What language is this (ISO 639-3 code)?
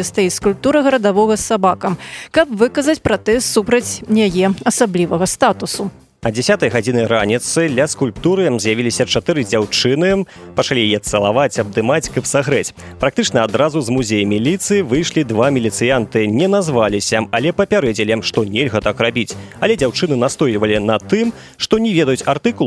bel